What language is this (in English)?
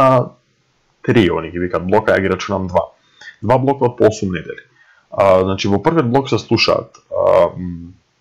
Macedonian